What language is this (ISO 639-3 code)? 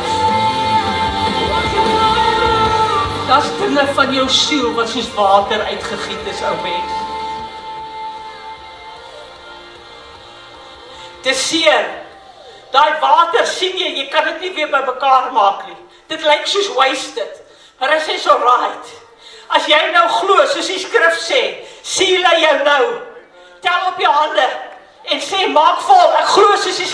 afr